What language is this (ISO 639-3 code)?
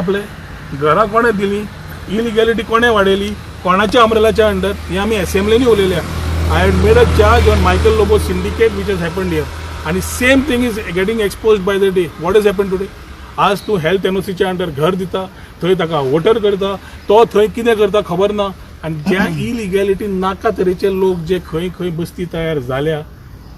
kok